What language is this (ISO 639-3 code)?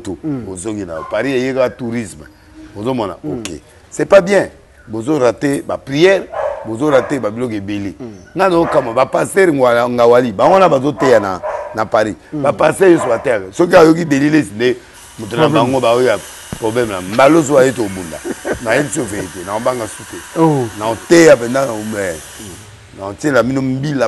lin